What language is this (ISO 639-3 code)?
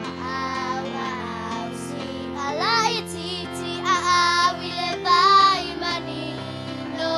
smo